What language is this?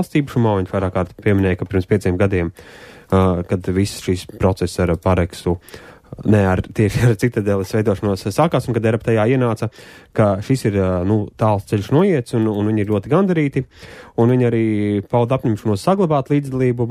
Latvian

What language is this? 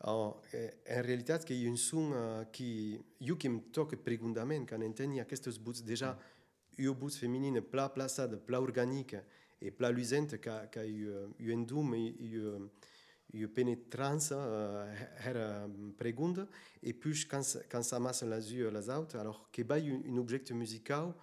Occitan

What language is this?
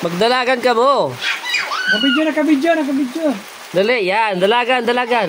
Pampanga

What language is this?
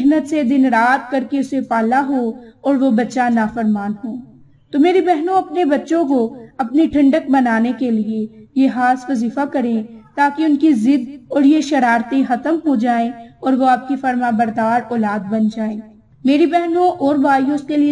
Urdu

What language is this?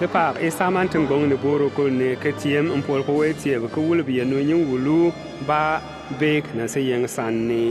Bimoba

